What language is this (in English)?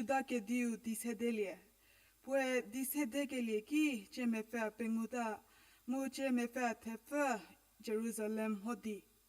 Angami Naga